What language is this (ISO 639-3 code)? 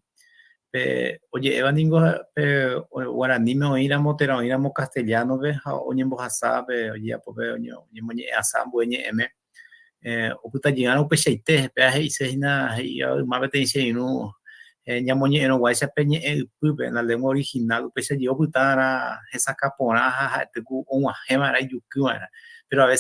grn